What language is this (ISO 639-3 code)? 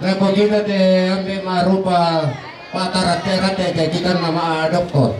sda